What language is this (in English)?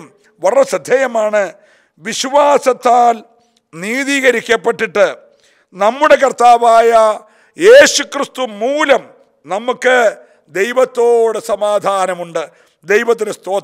Malayalam